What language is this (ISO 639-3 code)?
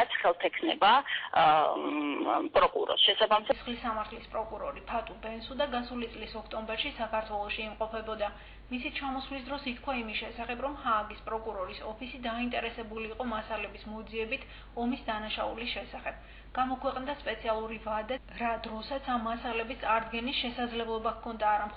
kat